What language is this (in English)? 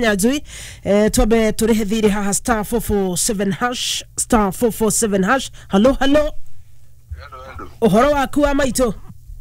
Kikuyu